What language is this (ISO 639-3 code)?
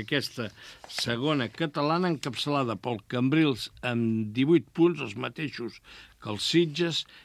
cat